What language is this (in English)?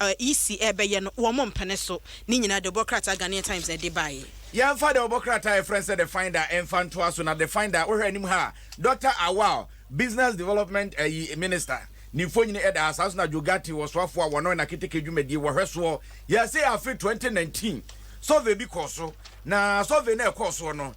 Akan